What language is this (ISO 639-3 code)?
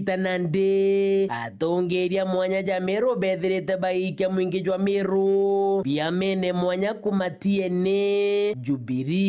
mer